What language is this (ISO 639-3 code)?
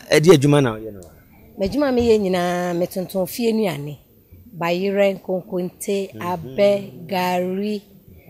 aka